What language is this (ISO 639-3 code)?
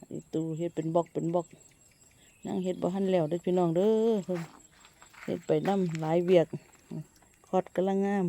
tts